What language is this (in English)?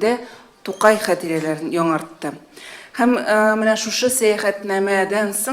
Tatar